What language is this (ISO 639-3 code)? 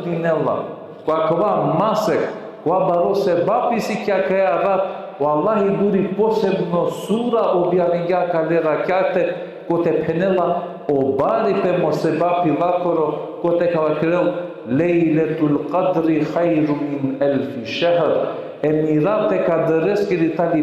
rmn